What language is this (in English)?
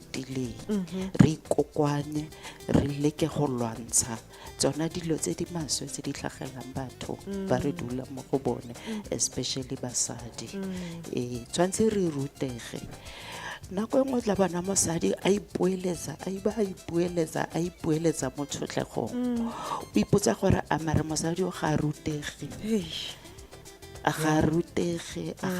Tswana